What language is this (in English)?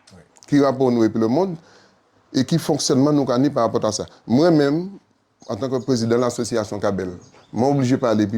Guadeloupean Creole French